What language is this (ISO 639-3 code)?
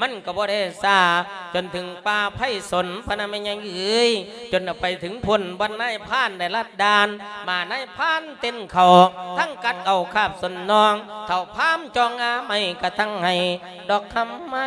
lao